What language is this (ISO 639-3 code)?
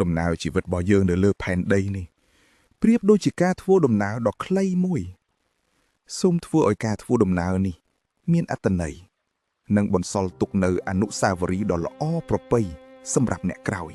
khm